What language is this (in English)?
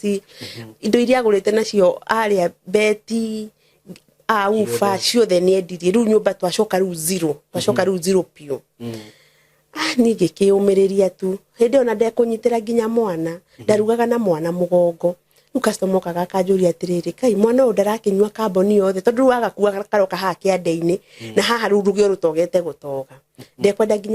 Kikuyu